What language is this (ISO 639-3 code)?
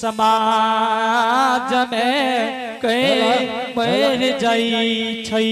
anp